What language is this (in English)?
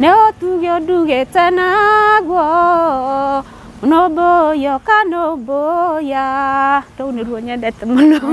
Kikuyu